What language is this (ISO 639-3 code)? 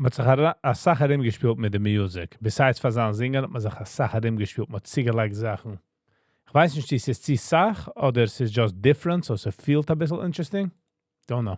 yid